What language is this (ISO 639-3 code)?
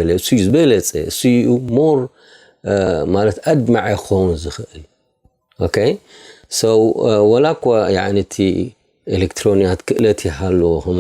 tir